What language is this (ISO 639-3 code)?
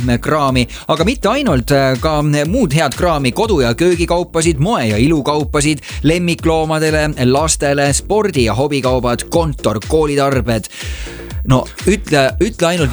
est